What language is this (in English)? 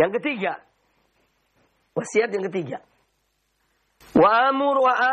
Indonesian